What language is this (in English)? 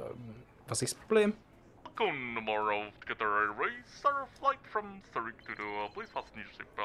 Swiss German